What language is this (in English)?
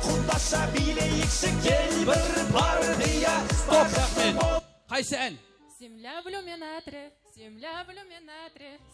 Kara-Kalpak